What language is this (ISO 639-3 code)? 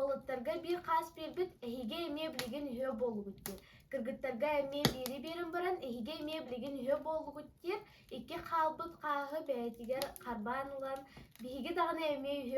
sah